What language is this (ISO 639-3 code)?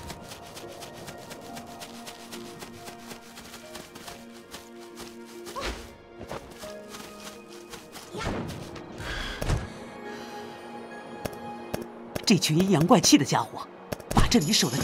zho